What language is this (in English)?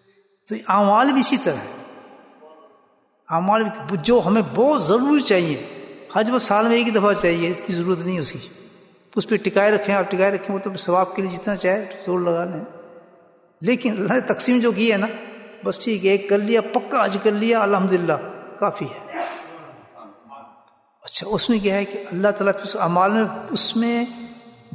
Urdu